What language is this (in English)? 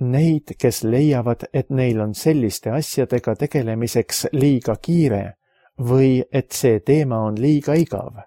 Estonian